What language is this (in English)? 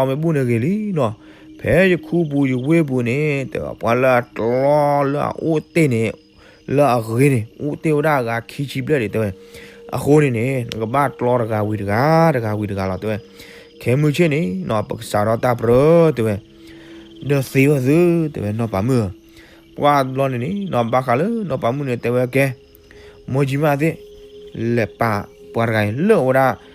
S'gaw Karen